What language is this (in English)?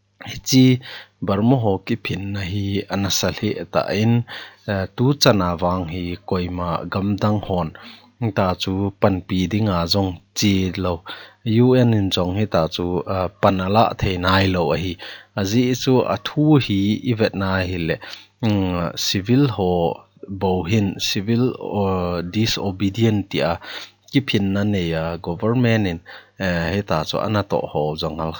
Thado Chin